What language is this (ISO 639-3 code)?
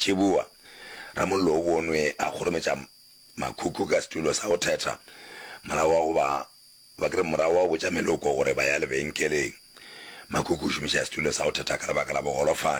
nso